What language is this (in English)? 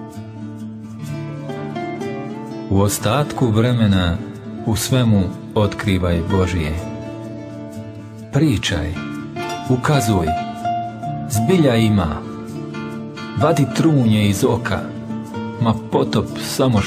Bosnian